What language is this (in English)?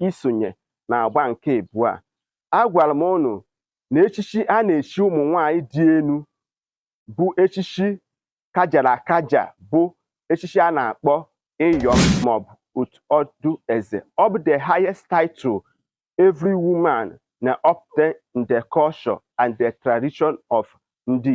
Igbo